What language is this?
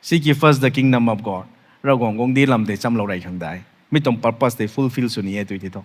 Rongmei Naga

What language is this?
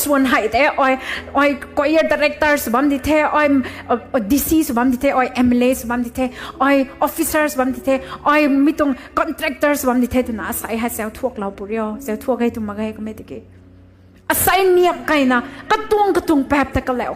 Rongmei Naga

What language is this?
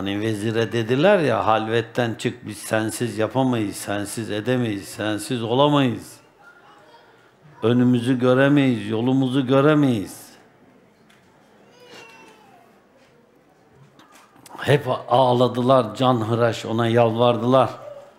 Turkish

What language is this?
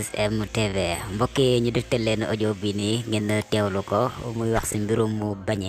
Wolof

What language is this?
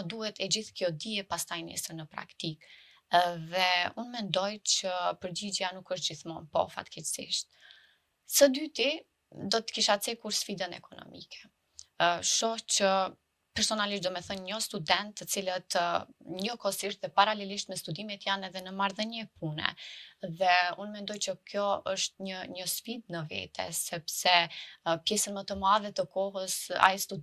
Albanian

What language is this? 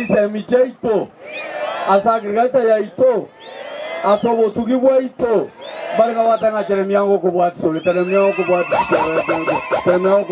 Gusii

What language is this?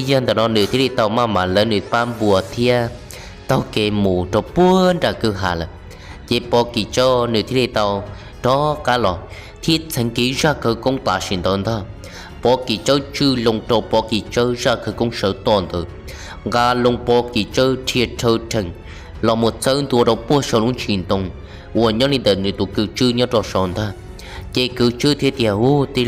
Hmong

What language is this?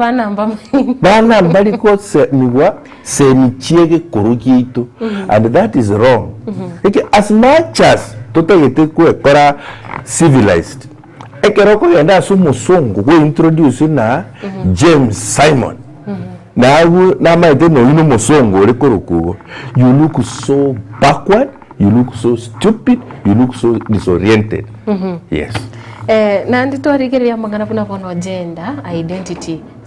Gusii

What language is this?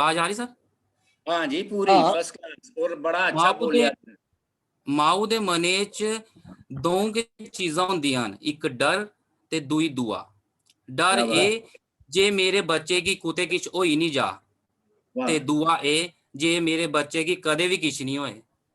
Dogri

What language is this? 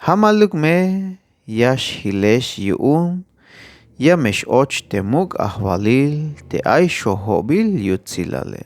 Tzeltal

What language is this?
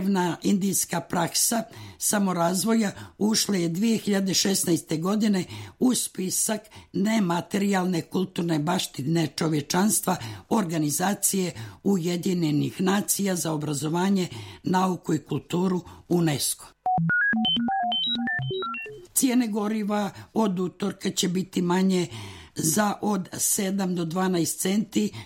Serbian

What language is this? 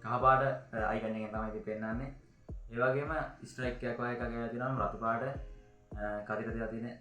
Sinhala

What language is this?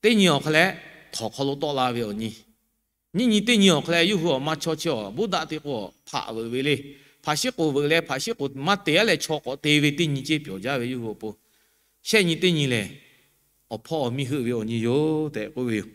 Lahu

